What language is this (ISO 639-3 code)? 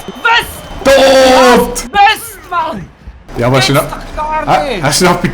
gsw